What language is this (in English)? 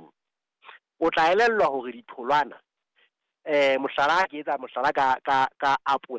Southern Sotho